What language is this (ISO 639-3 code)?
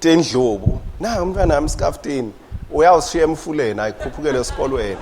ssw